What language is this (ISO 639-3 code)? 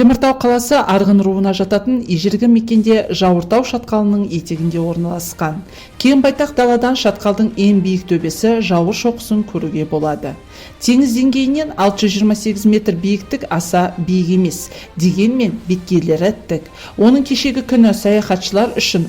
kaz